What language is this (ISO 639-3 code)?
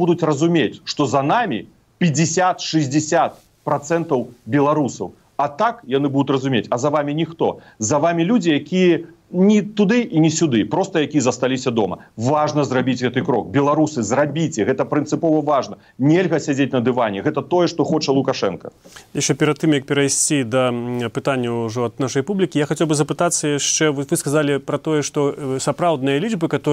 bel